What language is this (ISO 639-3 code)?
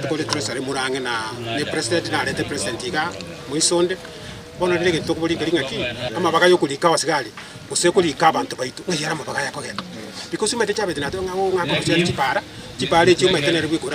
guz